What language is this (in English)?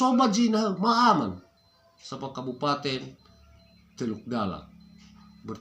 Nias